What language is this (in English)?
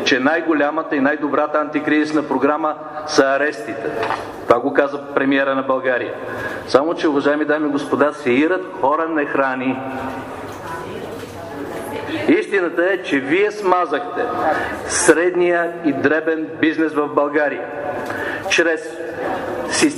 Bulgarian